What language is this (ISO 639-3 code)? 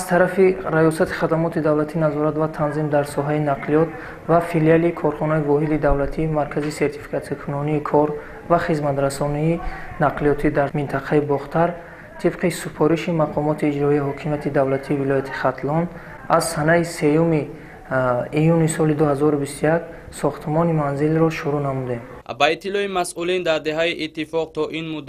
tgk